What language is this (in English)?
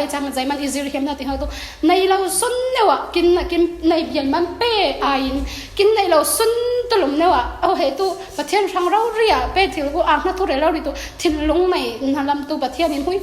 Falam Chin